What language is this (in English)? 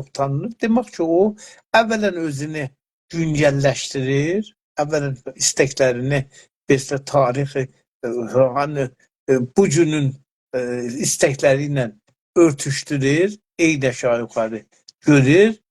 South Azerbaijani